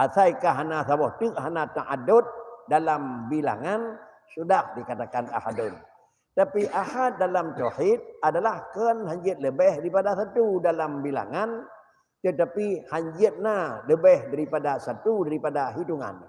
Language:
Achinese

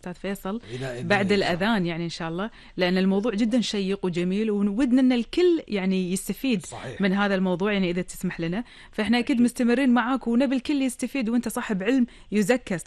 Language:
Gulf Arabic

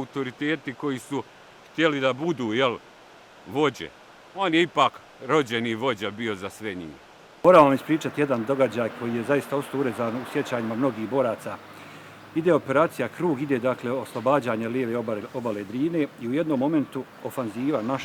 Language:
Bosnian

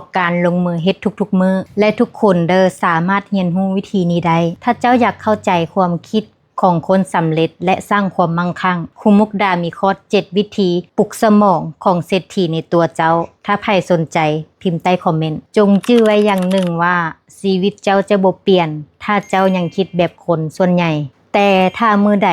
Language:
Lao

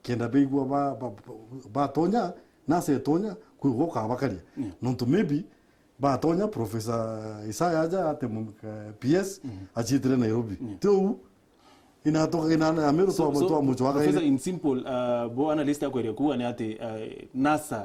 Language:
Meru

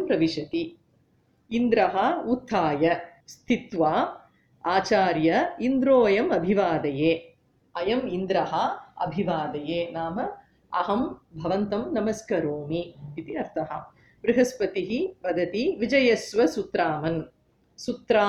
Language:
Sanskrit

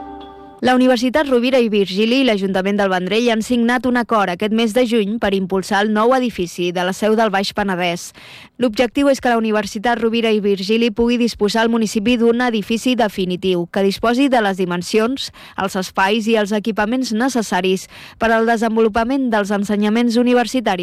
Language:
Catalan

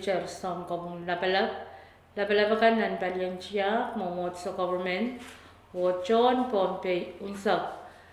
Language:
Pohnpeian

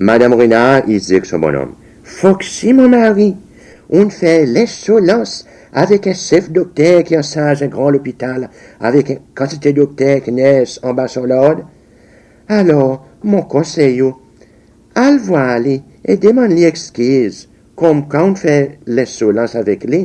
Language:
Seselwa Creole French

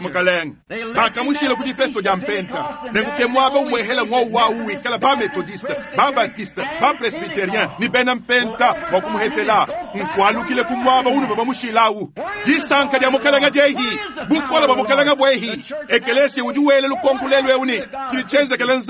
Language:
Luba-Lulua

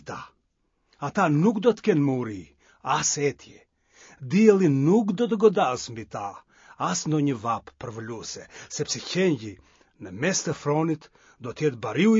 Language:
Albanian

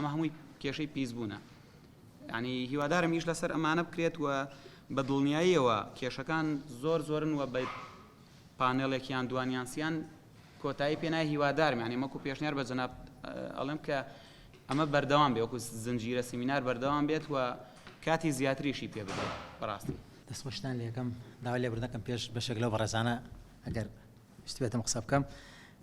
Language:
Central Kurdish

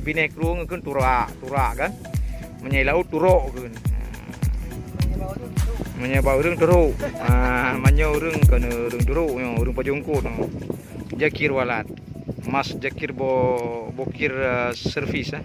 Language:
Achinese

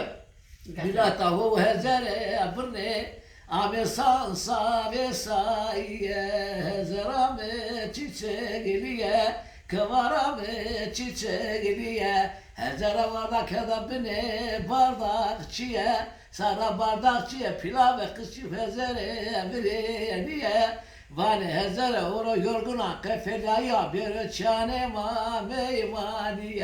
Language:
Zaza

